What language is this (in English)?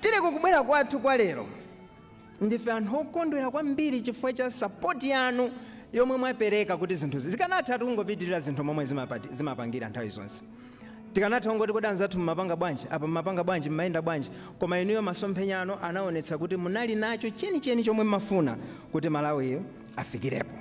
Nyanja